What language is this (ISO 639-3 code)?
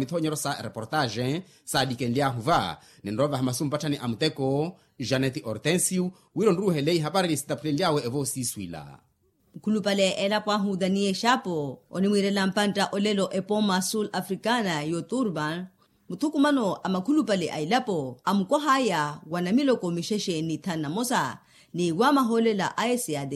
vmw